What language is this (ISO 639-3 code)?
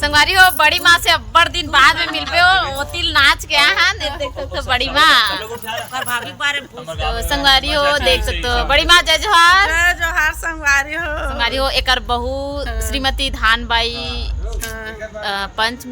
hne